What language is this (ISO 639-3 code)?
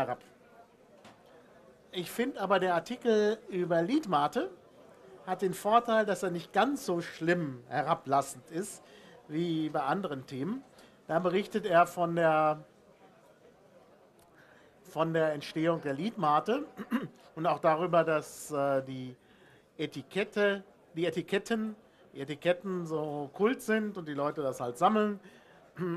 deu